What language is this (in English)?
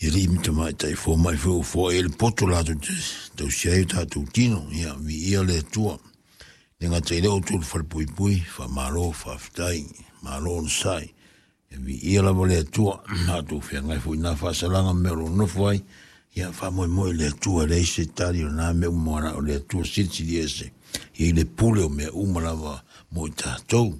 Samoan